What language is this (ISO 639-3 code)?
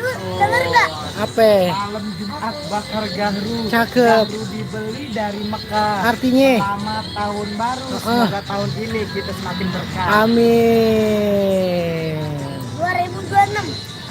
bew